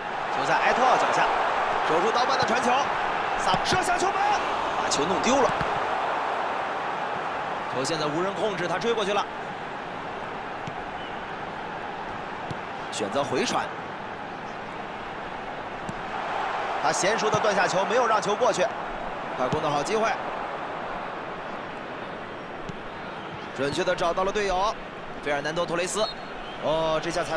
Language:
Chinese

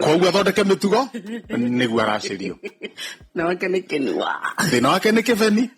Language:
Kikuyu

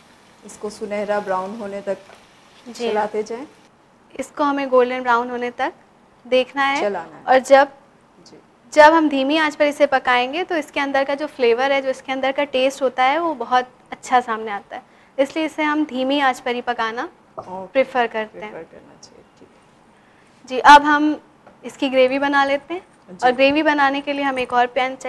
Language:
Hindi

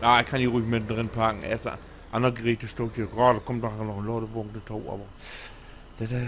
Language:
Low German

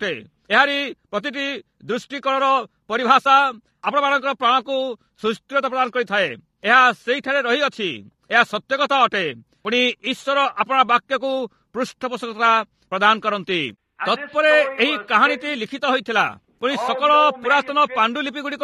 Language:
Odia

